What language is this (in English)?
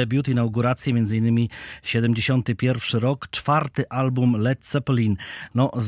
Polish